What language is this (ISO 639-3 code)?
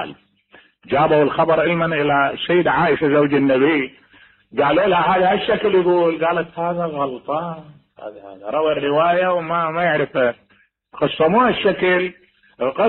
acm